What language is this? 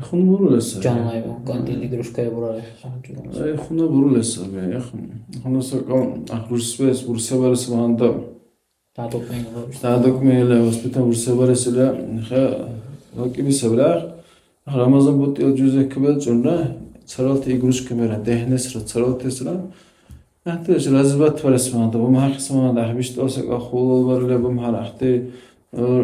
Dargwa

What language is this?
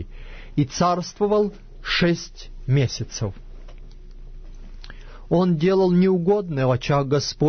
Russian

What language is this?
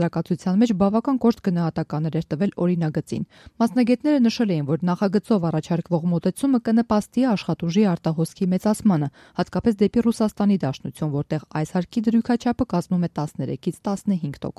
Armenian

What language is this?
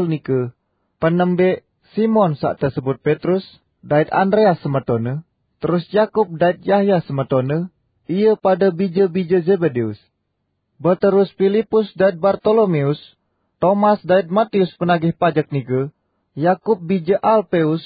Sasak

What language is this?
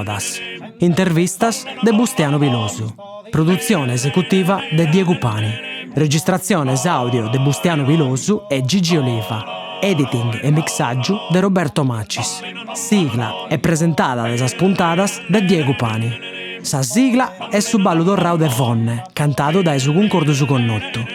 Sardinian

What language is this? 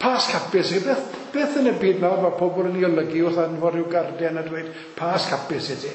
Welsh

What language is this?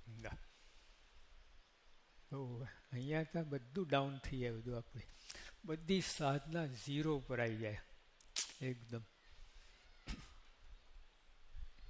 Gujarati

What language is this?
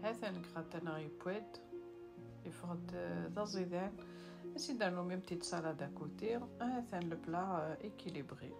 Kabyle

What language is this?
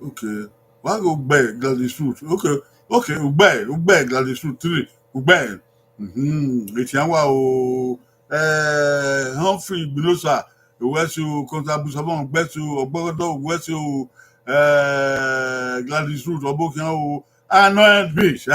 Bini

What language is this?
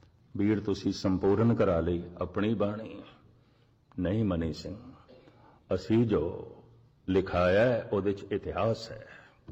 Punjabi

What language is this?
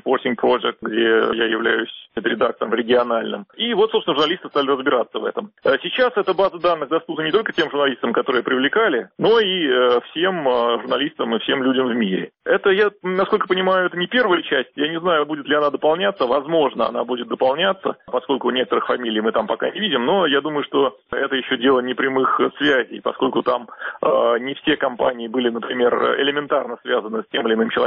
Russian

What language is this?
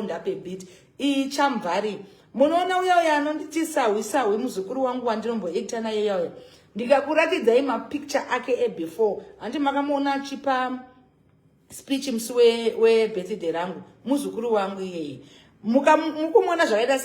Shona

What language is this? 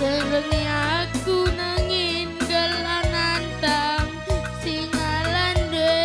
Batak Karo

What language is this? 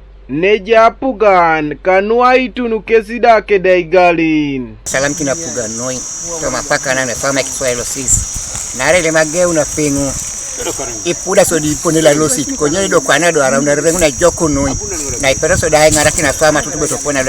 Teso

